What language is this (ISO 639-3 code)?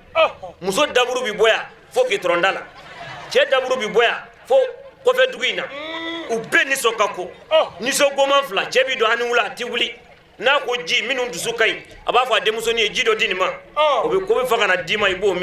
bam